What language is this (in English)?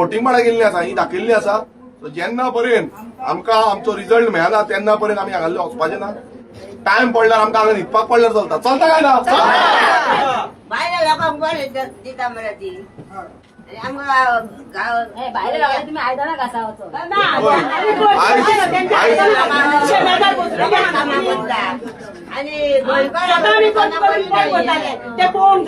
Konkani